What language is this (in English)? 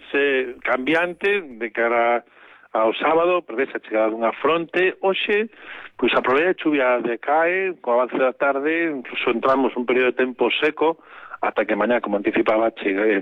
Galician